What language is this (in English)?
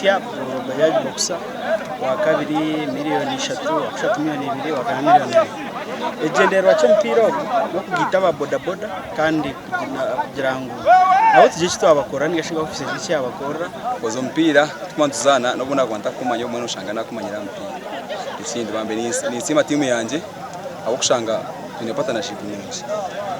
Nyankole